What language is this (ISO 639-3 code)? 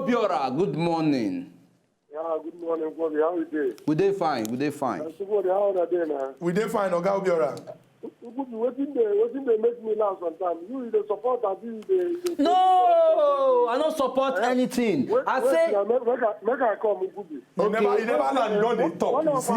pcm